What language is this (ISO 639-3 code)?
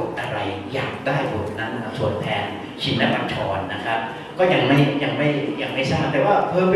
tha